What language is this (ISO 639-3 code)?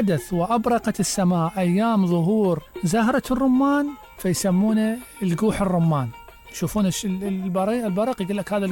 acm